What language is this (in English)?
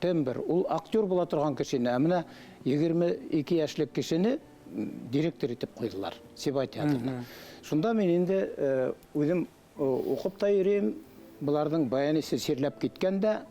Bashkir